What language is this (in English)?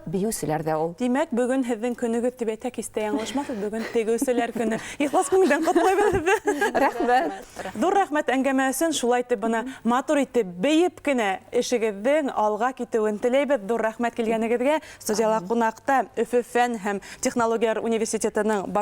Bashkir